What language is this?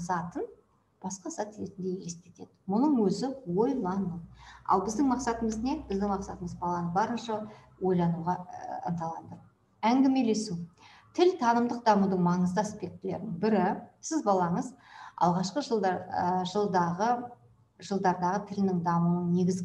Kazakh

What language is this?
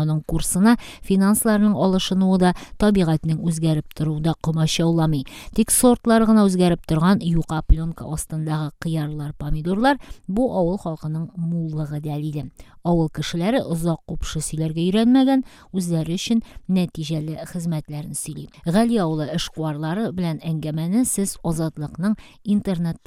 Tatar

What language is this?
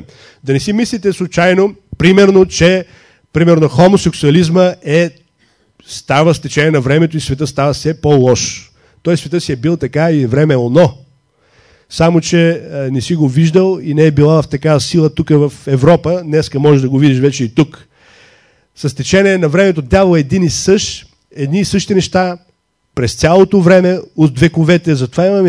Bulgarian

